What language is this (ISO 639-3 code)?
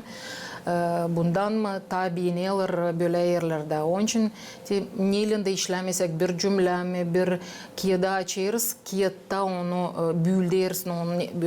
gag